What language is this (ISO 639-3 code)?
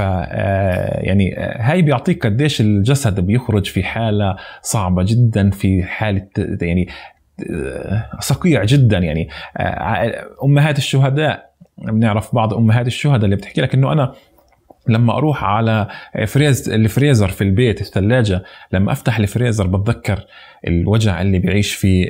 apc